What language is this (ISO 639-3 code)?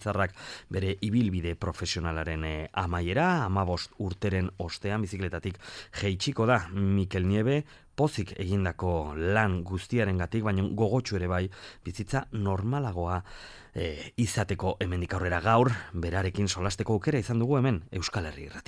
eus